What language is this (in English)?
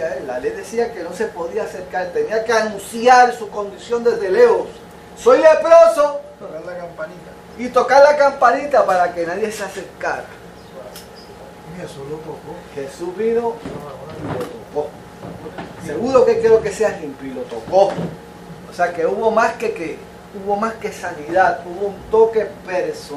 Spanish